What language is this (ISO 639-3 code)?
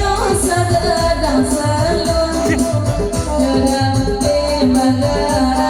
min